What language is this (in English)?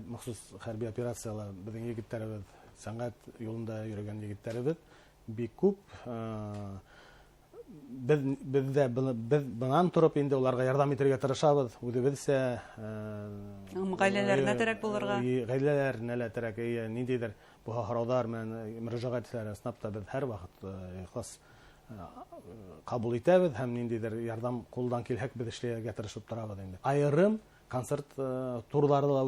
Bashkir